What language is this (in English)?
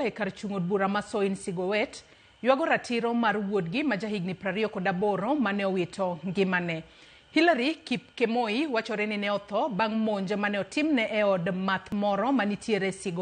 Luo (Kenya and Tanzania)